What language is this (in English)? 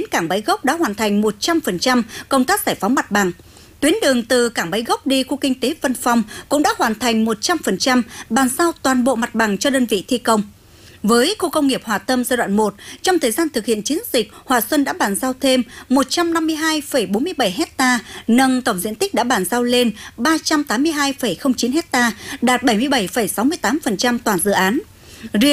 Vietnamese